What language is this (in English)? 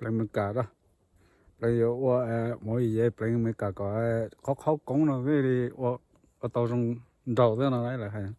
Hmong